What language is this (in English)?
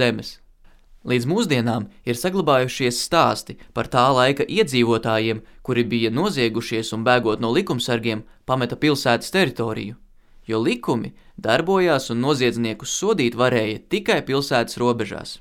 Latvian